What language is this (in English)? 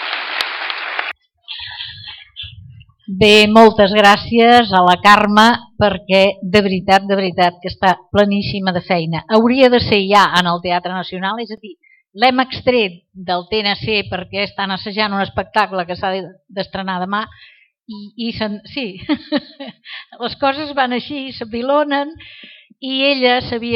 Catalan